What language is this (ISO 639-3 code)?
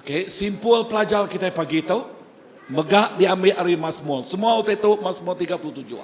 iba